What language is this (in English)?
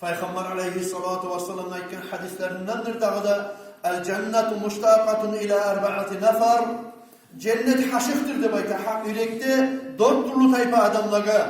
Kumyk